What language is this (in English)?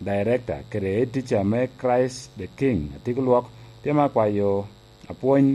Lango (Uganda)